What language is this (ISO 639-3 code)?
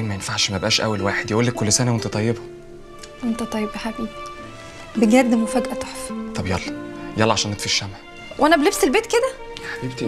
arz